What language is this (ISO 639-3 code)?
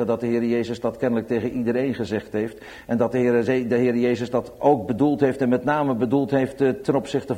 nld